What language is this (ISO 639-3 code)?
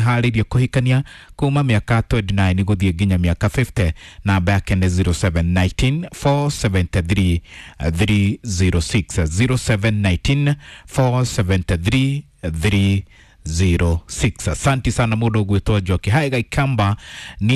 kik